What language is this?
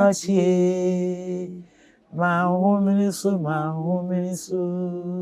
Akan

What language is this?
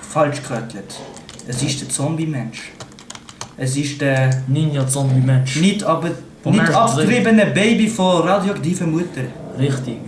Swiss German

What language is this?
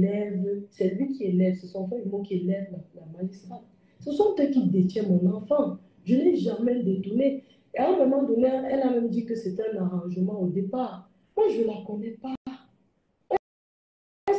French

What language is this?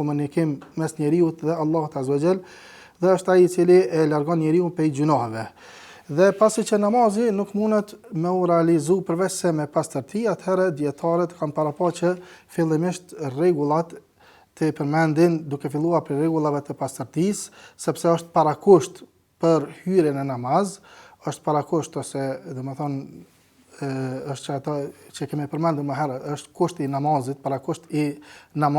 Albanian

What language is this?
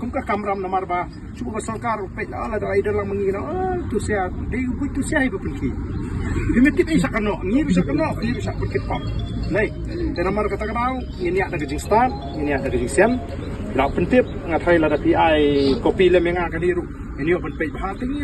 Khasi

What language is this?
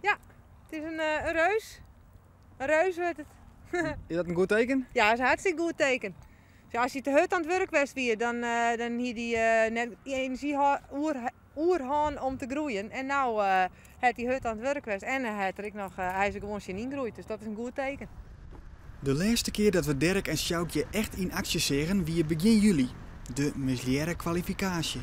Western Frisian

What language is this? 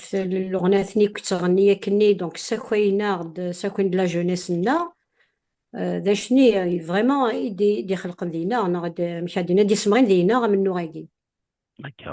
Kabyle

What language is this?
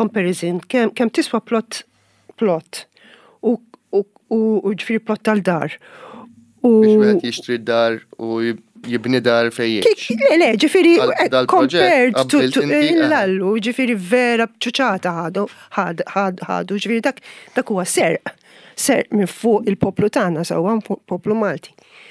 Maltese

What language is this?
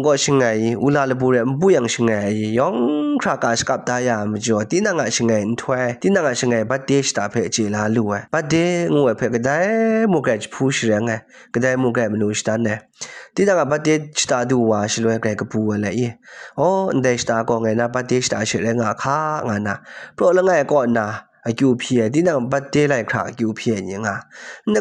Kachin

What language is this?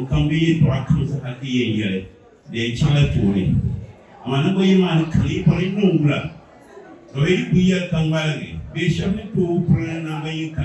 Dagbani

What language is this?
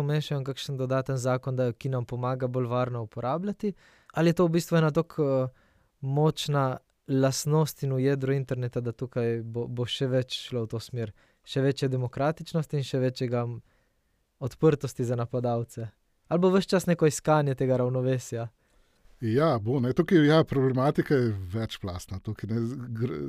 Slovenian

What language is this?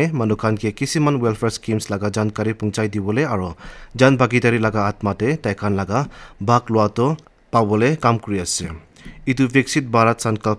Naga Pidgin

